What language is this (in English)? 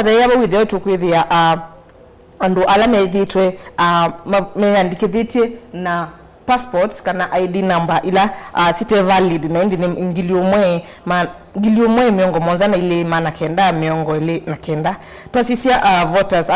Kamba